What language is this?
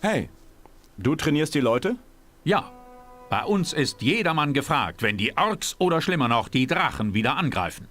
Bavarian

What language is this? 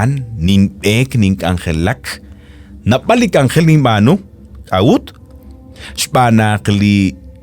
Kekchí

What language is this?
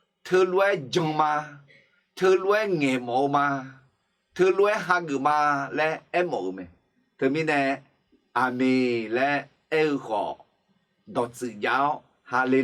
Akha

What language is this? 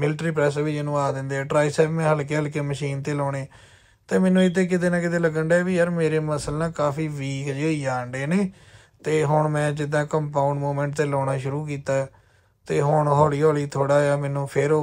Punjabi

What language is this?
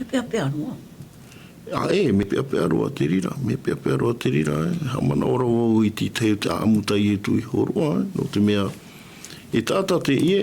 Tahitian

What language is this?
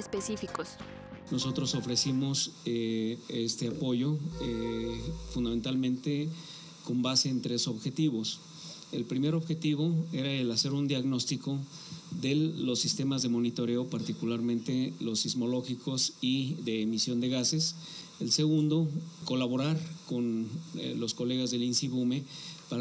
Spanish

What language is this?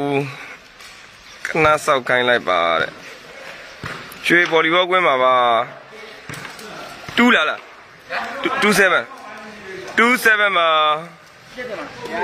Burmese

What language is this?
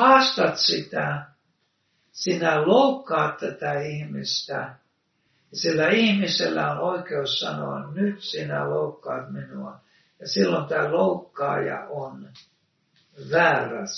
Finnish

